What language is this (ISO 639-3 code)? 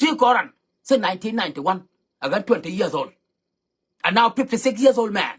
nus